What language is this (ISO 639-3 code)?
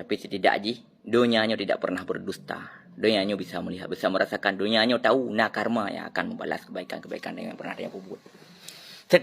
ace